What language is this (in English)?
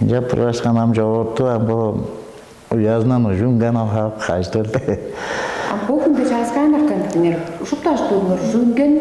Tuvinian